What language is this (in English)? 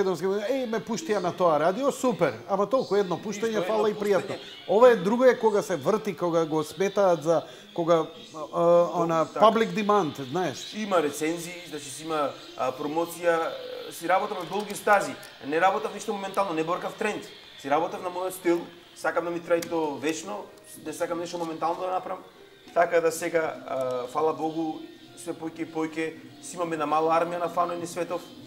Macedonian